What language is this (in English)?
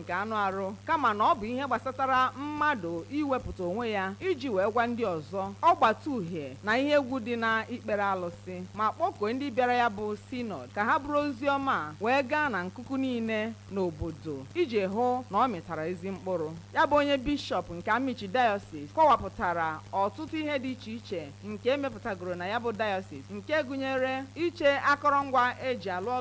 Igbo